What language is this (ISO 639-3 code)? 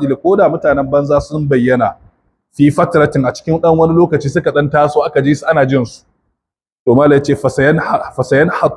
hau